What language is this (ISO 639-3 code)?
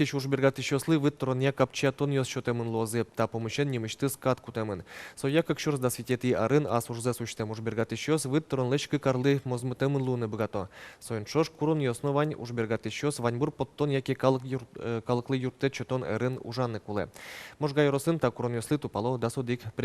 udm